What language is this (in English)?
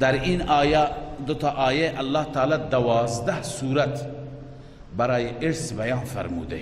Persian